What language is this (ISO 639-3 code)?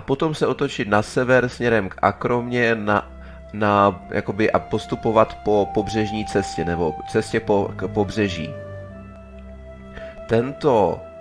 ces